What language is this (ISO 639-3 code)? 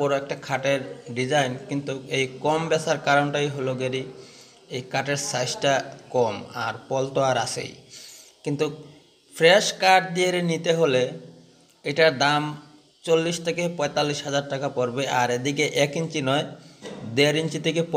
ben